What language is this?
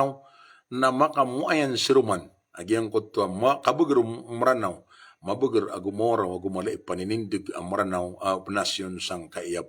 Maranao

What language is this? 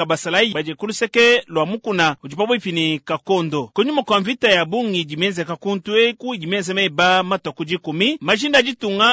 Luba-Lulua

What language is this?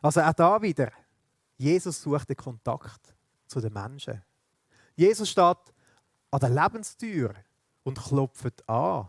Swiss German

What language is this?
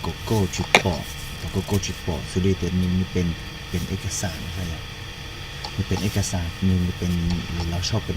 Hmong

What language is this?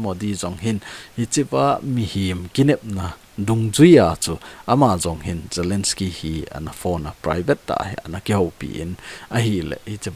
Thado Chin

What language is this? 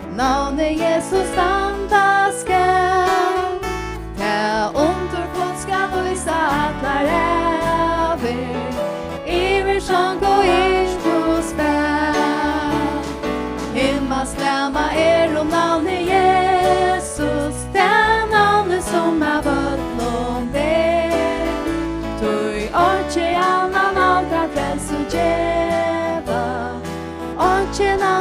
Faroese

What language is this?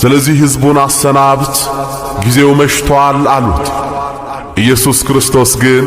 Amharic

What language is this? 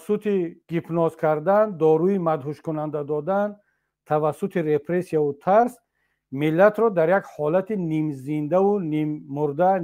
Tajik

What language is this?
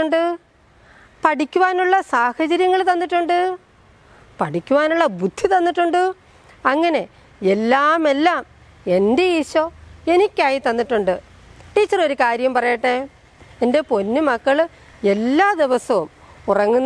Malayalam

